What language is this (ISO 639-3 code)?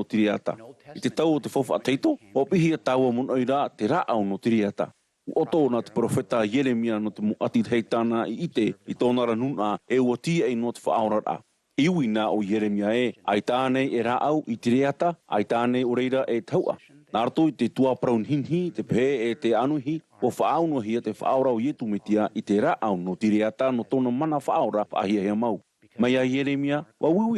tah